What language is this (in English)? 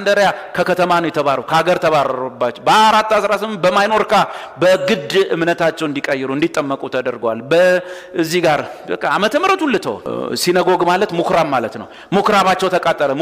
Amharic